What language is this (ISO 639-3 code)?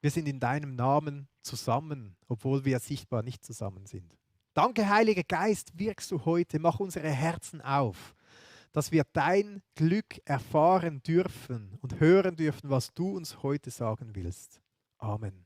gsw